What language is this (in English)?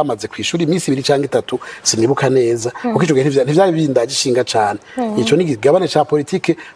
Rundi